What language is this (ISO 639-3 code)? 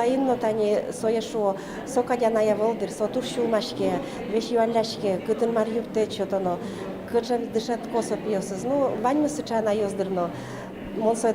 udm